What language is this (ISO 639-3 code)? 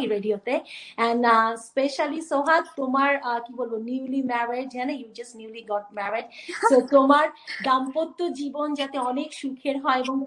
ben